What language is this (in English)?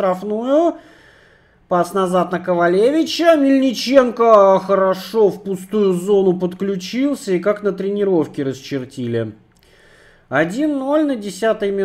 Russian